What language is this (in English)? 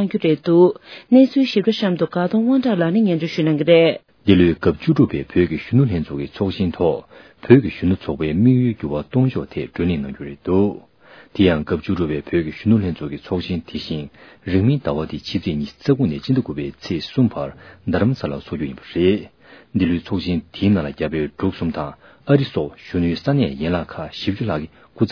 Tibetan